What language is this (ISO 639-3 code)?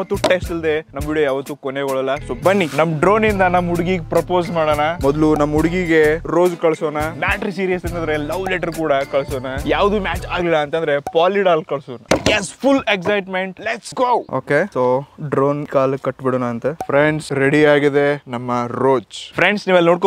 kan